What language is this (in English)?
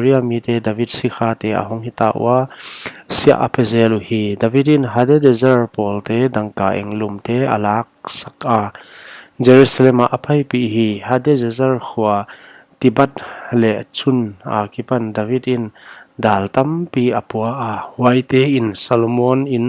Paite Chin